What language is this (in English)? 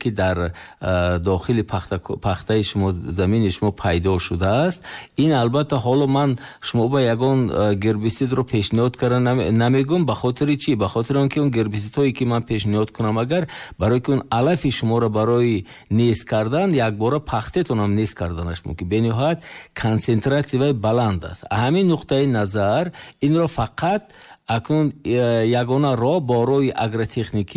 Tajik